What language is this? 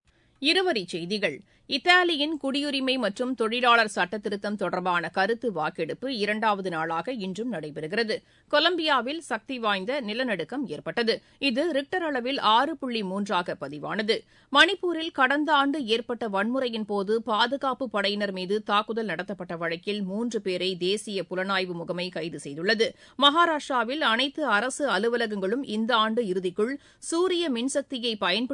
Tamil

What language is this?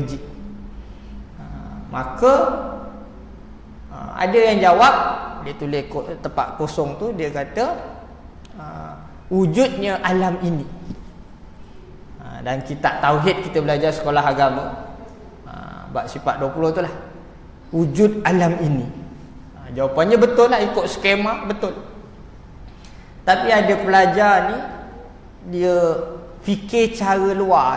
Malay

